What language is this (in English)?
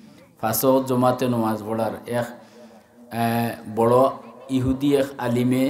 Sylheti